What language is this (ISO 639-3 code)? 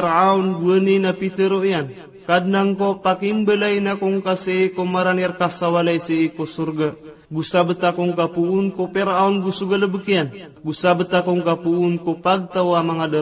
mrw